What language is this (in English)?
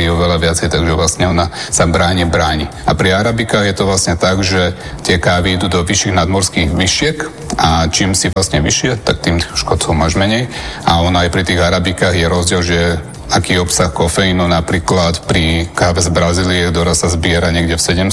Slovak